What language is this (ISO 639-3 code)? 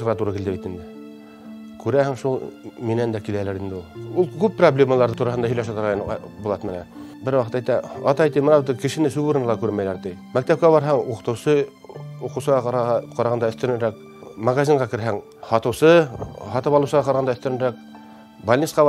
bak